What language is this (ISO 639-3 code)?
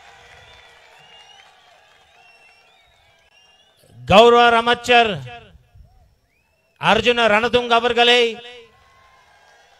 tam